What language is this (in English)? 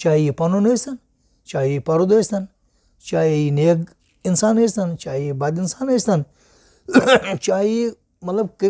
Kashmiri